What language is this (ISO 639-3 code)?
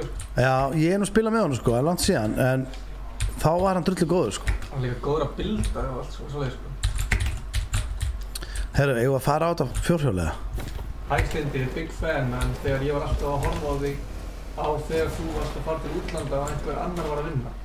isl